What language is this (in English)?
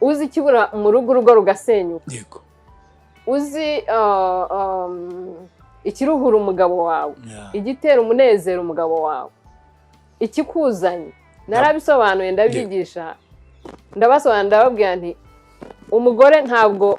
Kinyarwanda